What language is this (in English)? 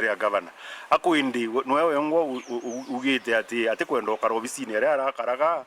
Meru